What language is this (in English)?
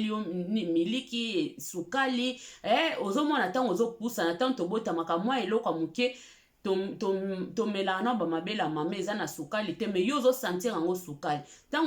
Lingala